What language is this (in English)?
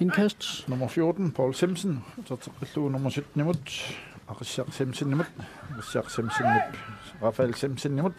Kalaallisut